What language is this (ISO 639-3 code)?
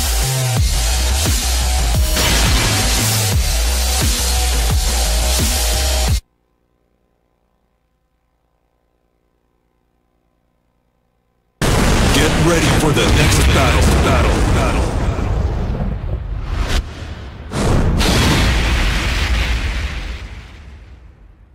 eng